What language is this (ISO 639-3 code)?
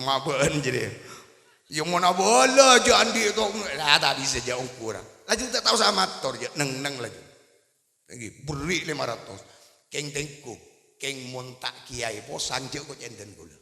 mad